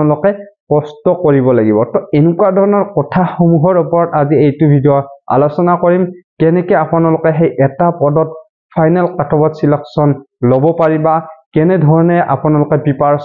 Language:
Assamese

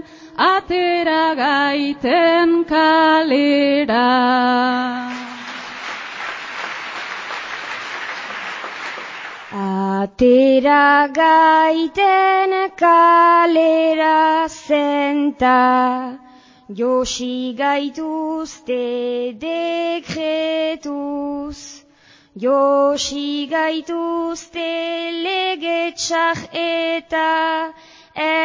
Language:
Basque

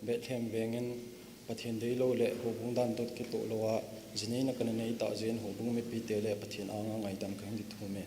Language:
Thado Chin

